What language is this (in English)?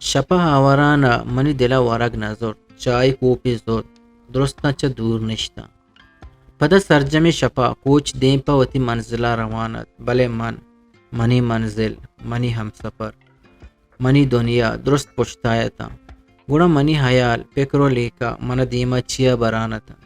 Eastern Balochi